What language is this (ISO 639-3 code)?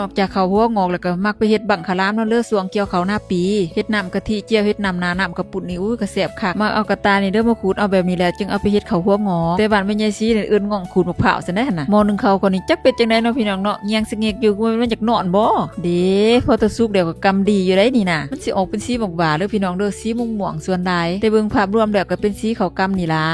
tts